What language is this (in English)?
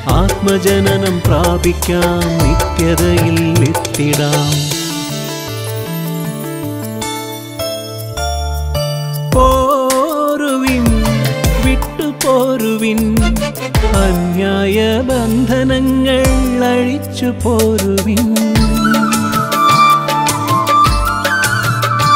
Malayalam